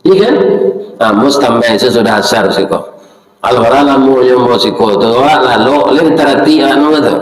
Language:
Minangkabau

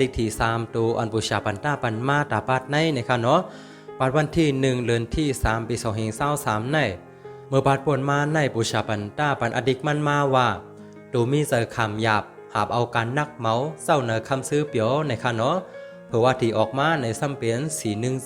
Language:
Shan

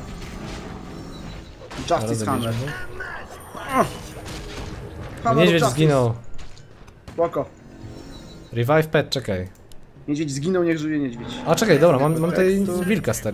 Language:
Polish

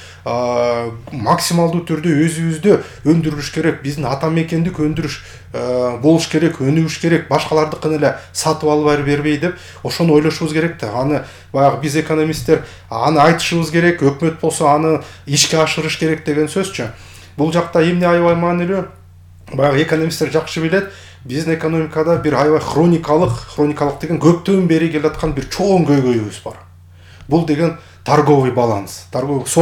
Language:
Kyrgyz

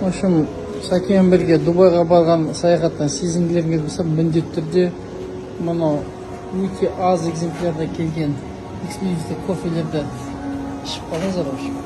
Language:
Kazakh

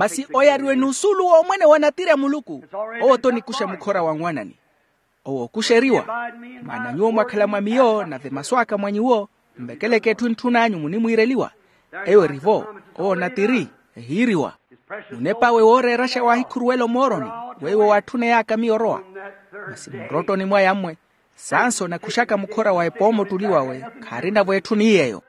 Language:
Makhuwa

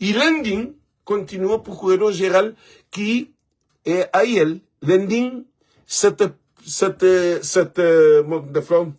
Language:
Kabuverdianu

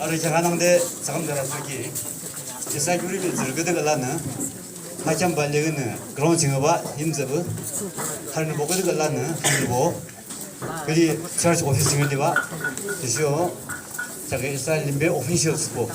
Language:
Yimchungru Naga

